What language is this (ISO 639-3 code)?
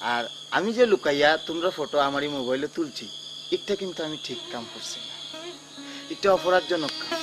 syl